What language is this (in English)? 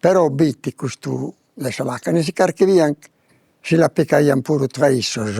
Sardinian